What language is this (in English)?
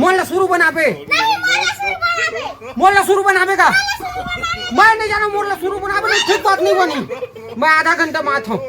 Chhattisgarhi